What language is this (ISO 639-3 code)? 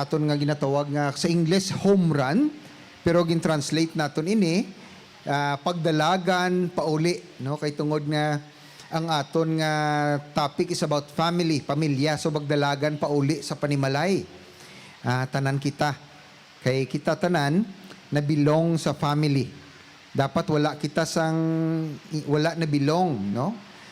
hil